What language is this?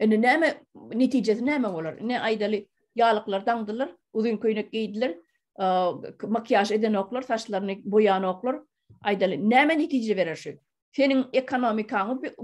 Turkmen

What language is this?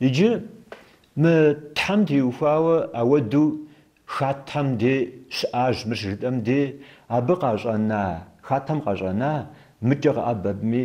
Kabardian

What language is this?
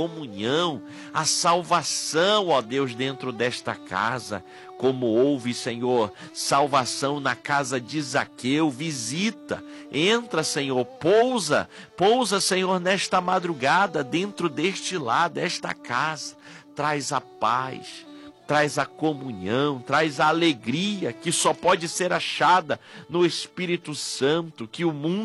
Portuguese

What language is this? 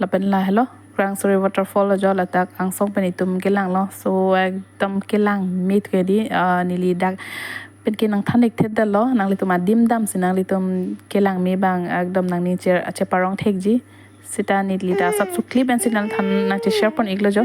Karbi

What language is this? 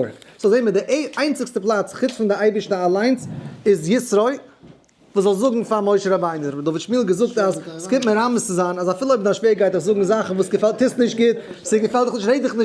Yiddish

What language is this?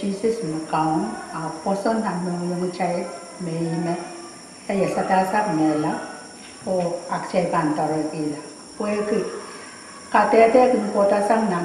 Pohnpeian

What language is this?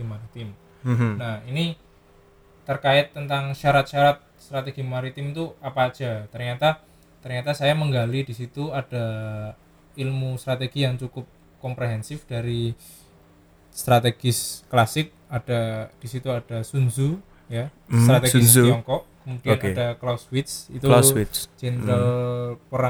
Indonesian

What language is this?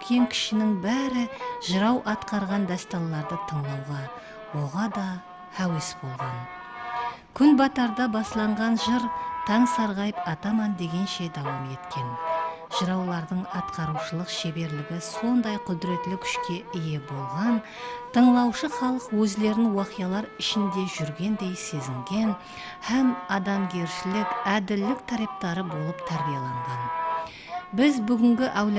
Kara-Kalpak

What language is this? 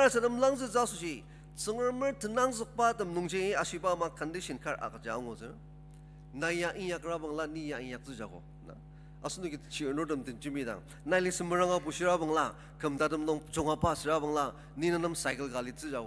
Ao Naga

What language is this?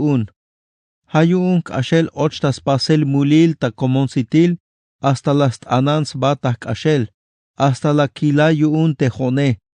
Tzeltal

